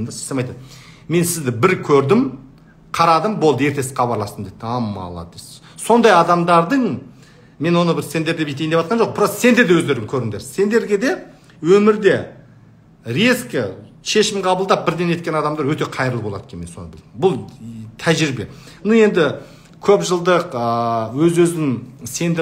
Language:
Kazakh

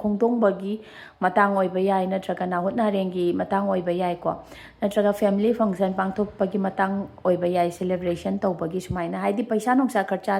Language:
Manipuri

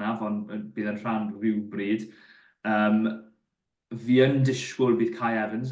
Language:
Welsh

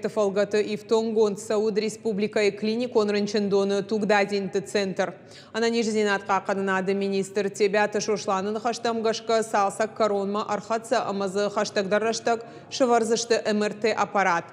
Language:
Ossetic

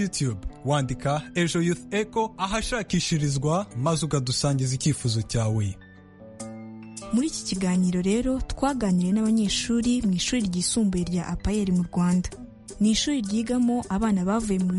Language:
Kinyarwanda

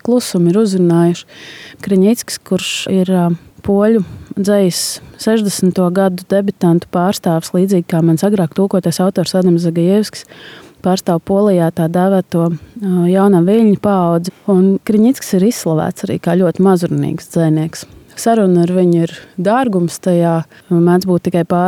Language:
Latvian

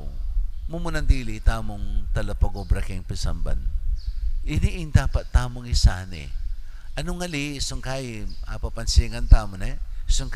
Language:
Pampanga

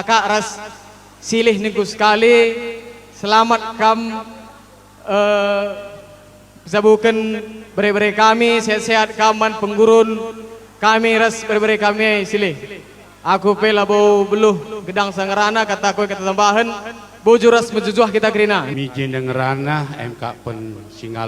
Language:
Batak Karo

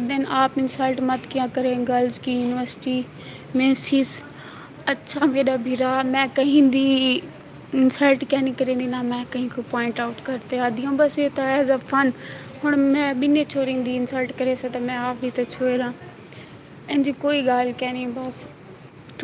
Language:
Saraiki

